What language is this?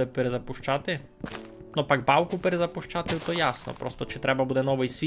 Rusyn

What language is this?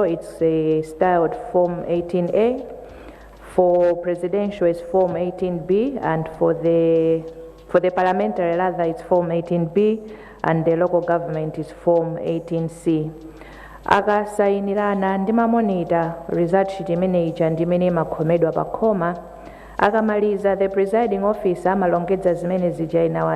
Nyanja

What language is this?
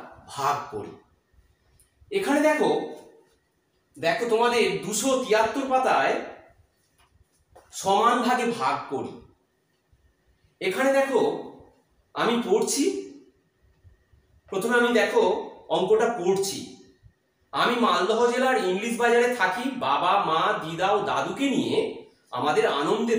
Bangla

